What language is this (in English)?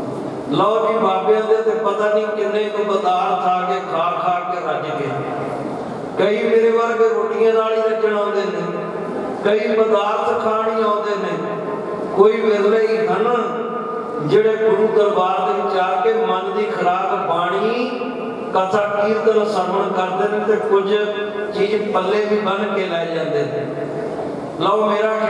Punjabi